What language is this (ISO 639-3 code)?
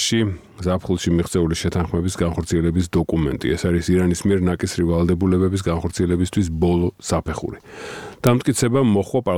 kat